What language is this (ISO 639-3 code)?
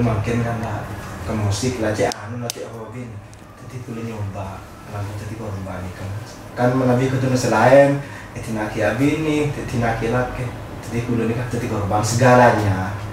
mad